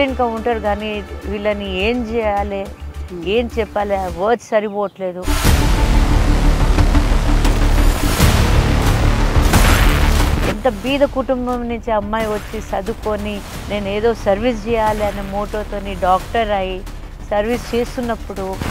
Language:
Telugu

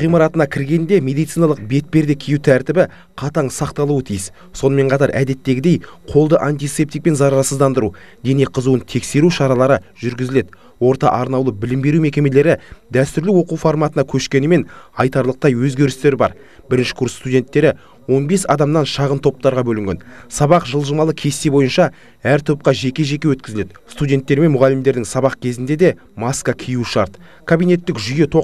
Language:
Kazakh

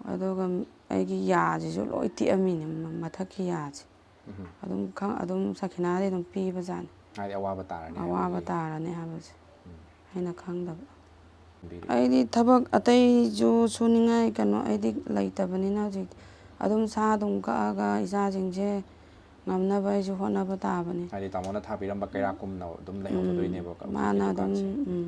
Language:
Manipuri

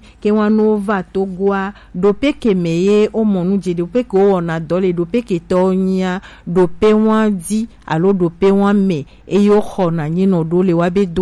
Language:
Gen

